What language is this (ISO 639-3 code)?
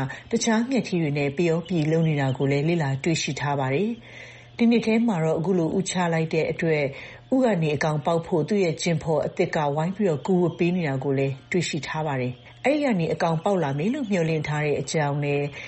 mya